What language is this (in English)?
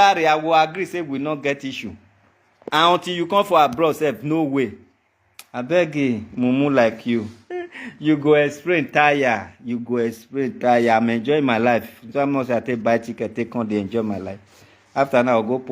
Nigerian Pidgin